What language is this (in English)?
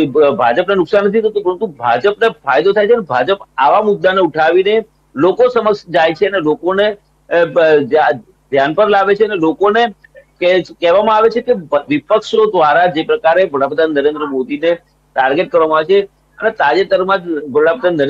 Gujarati